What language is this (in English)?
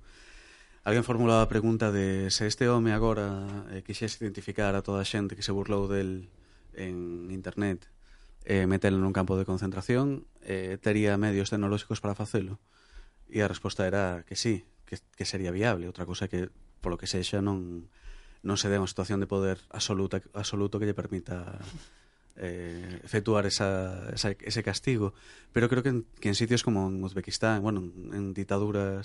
Galician